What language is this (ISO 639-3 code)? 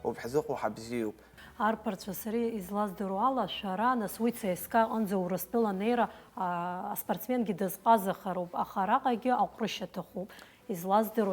abk